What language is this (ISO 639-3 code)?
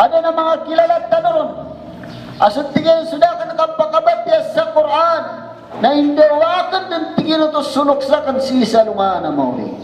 mrw